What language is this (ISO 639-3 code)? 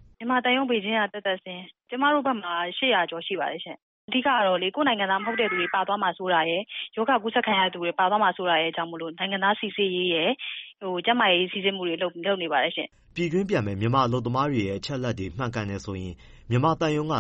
mya